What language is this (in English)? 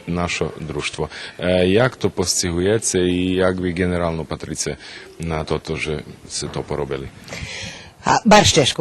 Rusyn